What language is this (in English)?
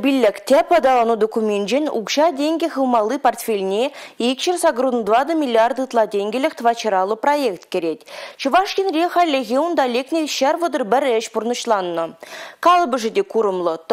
Chuvash